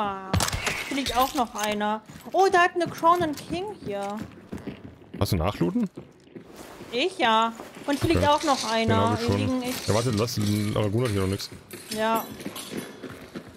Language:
German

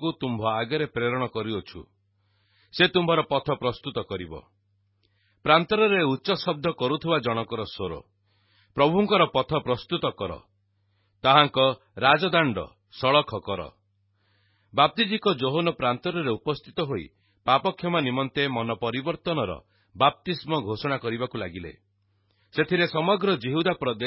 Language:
Odia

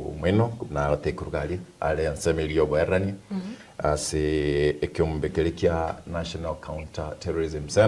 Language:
Gusii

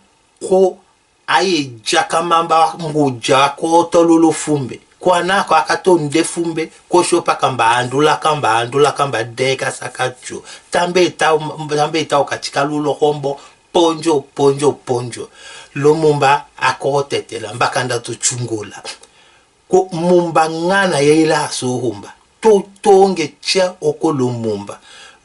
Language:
Tetela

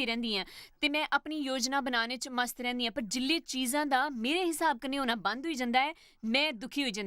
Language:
Dogri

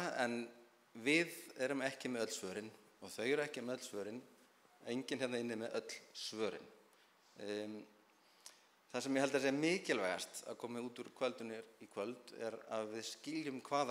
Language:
Icelandic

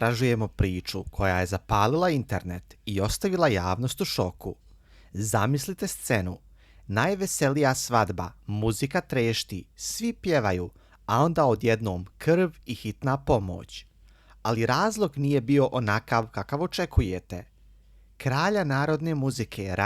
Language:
Bosnian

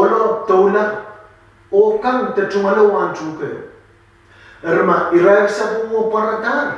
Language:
Pohnpeian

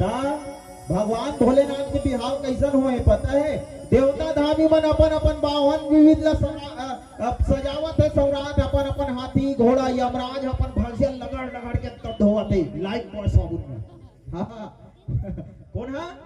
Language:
Chhattisgarhi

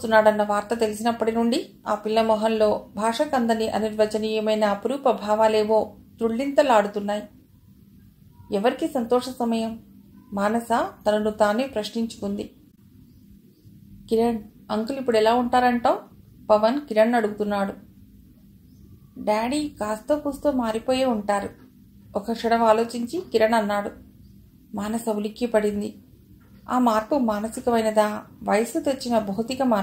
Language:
Telugu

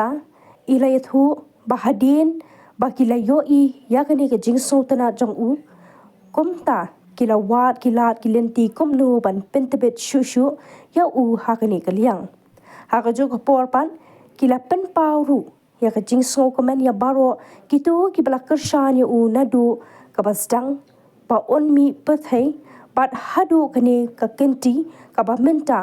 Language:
Khasi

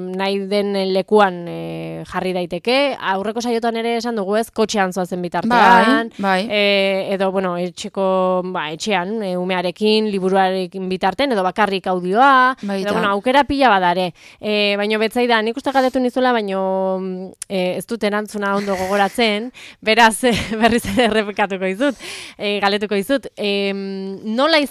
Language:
Basque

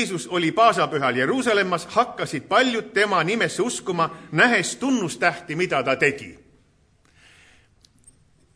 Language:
Estonian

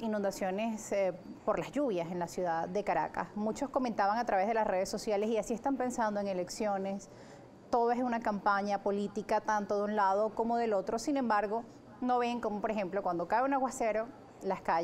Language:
Spanish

